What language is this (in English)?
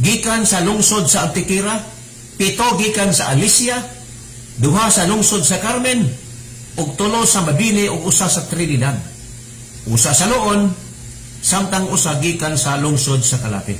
Cebuano